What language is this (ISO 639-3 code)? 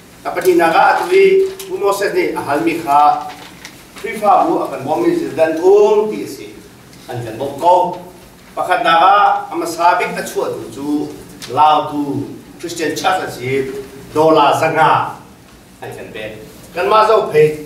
cnh